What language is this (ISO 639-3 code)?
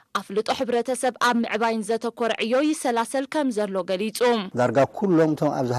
tir